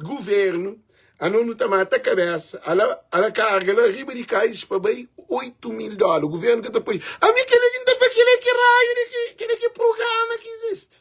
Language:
Kabuverdianu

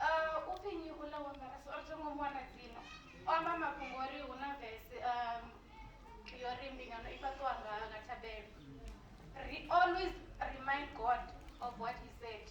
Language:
Venda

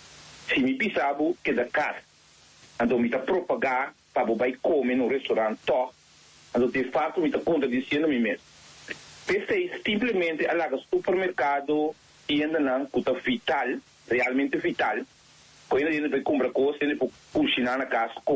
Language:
Papiamento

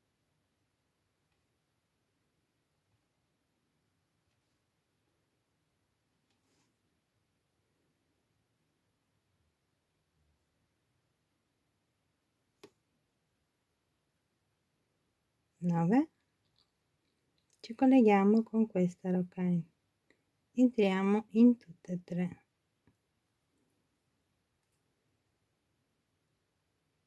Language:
Italian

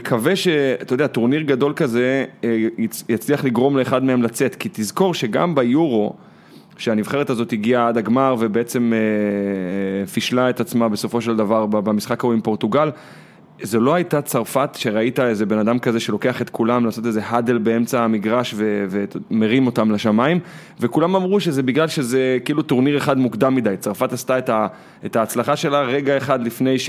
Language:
Hebrew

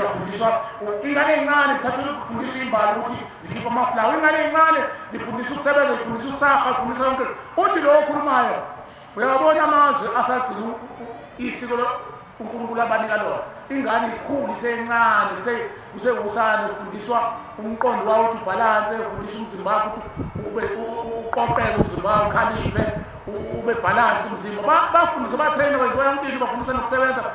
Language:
Zulu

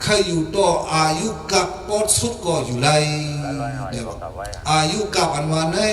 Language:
Shan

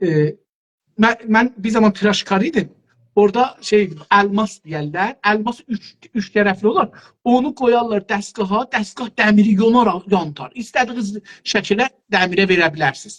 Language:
South Azerbaijani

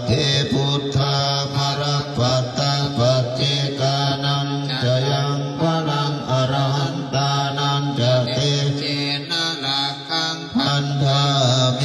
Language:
Pali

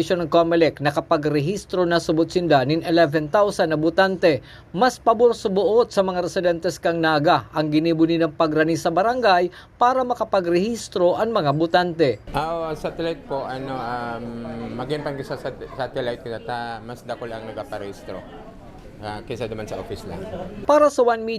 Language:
Bikol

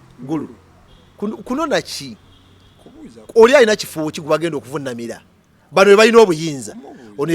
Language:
Ganda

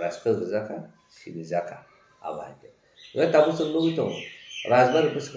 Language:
Kok Borok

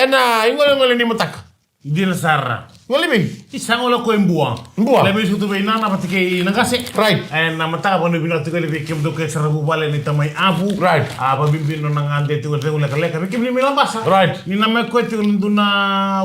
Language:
Fijian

